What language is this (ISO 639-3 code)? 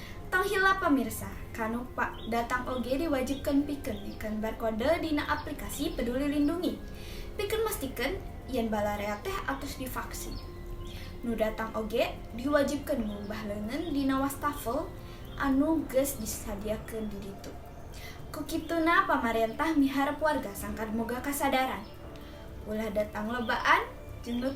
sun